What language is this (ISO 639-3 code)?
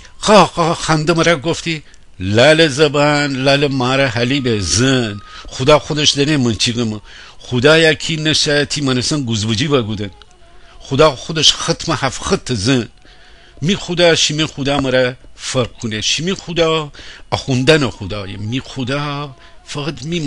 glk